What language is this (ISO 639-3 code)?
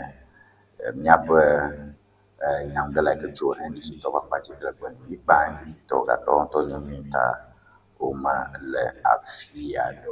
ewe